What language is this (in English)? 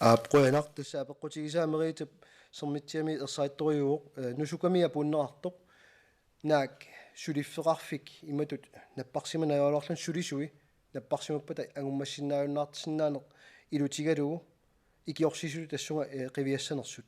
Kalaallisut